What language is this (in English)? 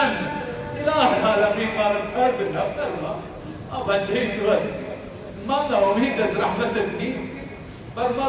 Persian